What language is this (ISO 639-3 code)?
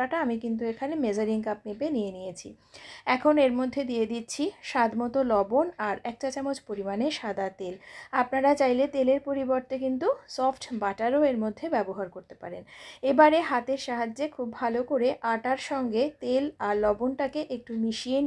ben